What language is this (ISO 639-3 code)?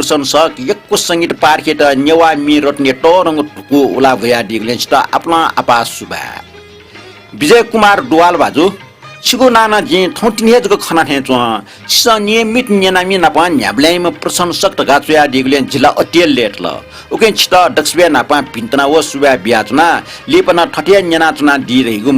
new